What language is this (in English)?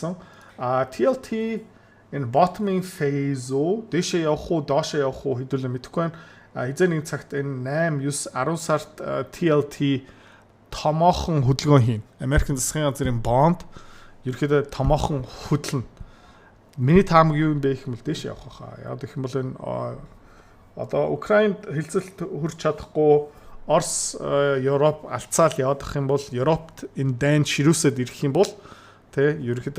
Mongolian